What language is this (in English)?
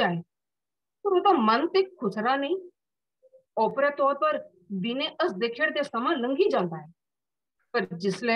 Dogri